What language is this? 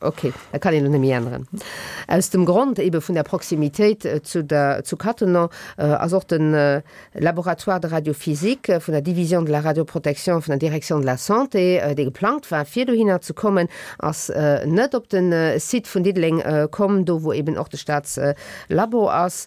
Luxembourgish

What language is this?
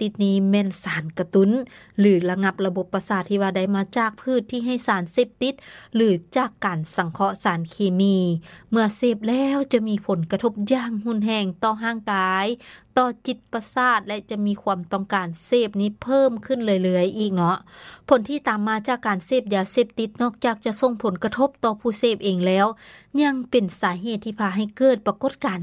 Lao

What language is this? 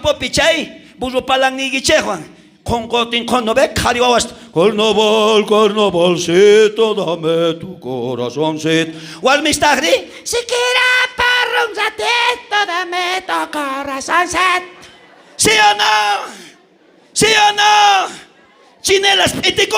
South Bolivian Quechua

